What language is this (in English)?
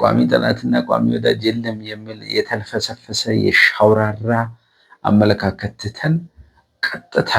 Amharic